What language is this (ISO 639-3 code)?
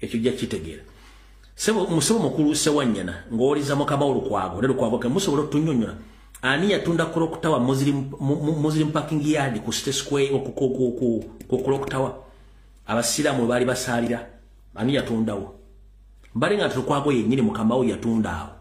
lug